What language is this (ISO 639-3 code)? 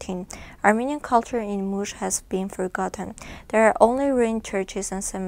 eng